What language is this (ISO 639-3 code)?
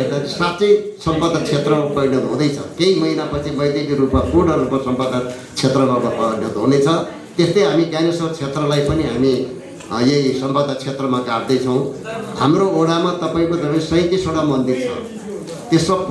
nep